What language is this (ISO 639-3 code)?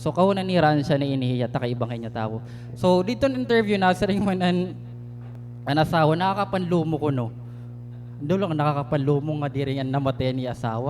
war